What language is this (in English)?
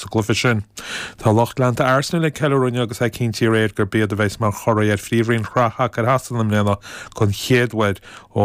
Irish